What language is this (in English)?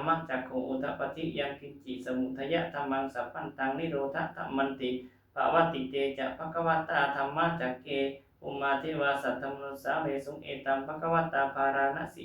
Pali